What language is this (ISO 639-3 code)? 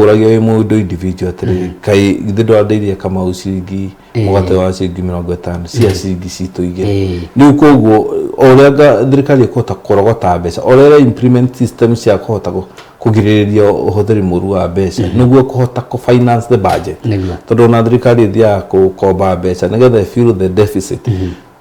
kik